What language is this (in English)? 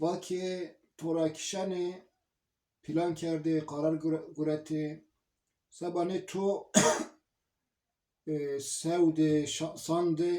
Zaza